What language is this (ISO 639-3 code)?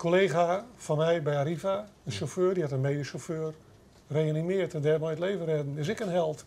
fry